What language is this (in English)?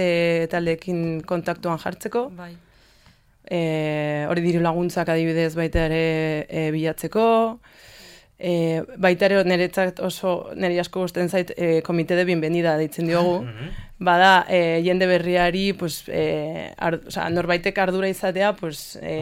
Basque